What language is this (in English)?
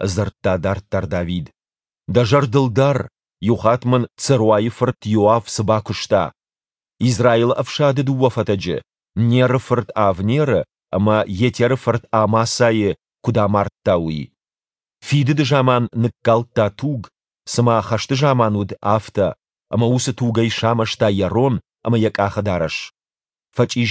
Ossetic